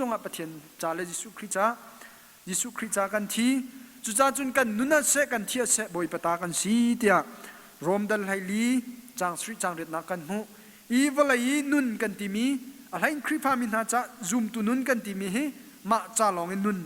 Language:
Hakha Chin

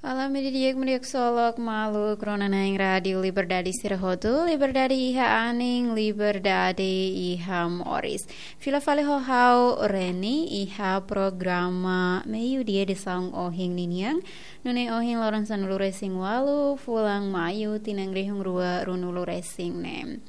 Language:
Tetum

